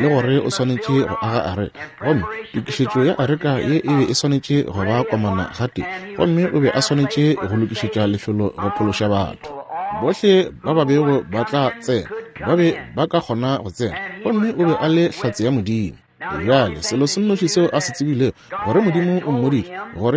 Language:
Northern Sotho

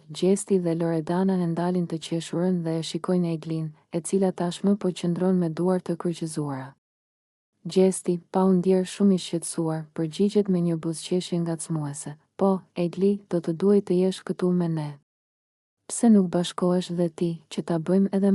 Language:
Albanian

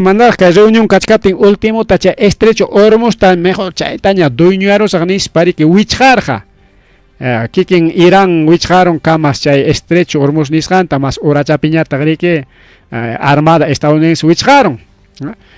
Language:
Ayacucho Quechua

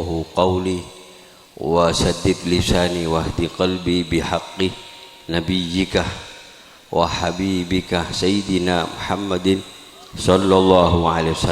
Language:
Madurese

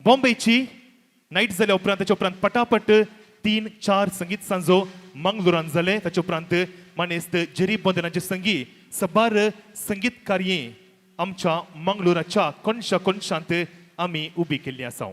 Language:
Konkani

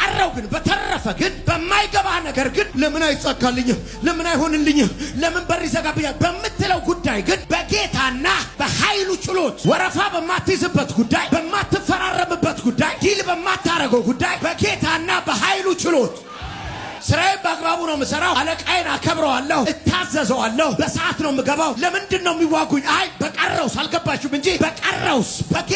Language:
Amharic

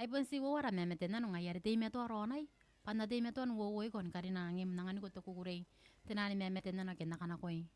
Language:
Gilbertese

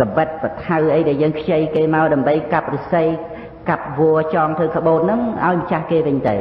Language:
Khmer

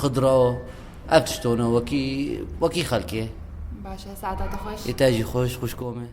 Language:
Kurdish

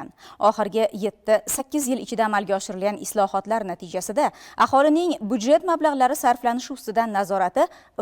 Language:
Uzbek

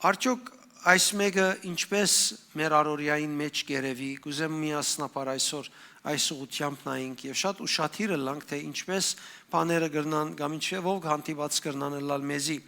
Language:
Western Armenian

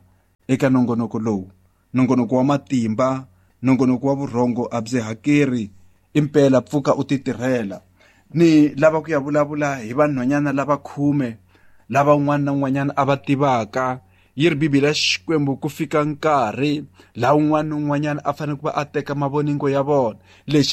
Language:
Tsonga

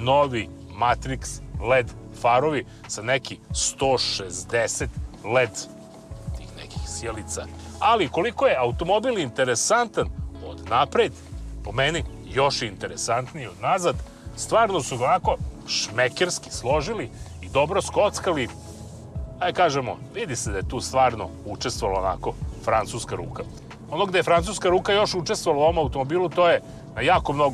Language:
Serbian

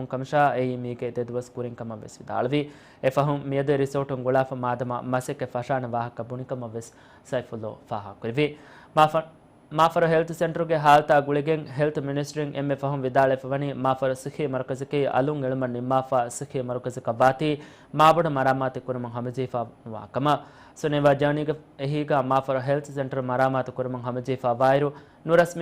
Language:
Divehi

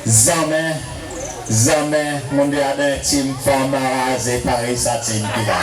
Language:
Seselwa Creole French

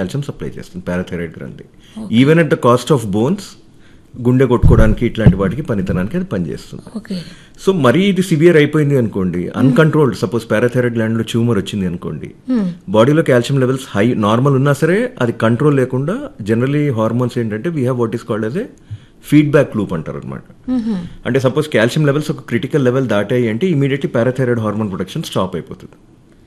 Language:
Telugu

